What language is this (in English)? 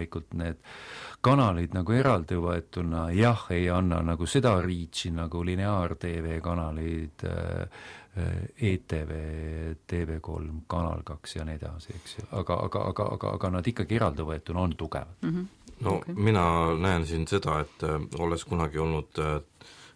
Estonian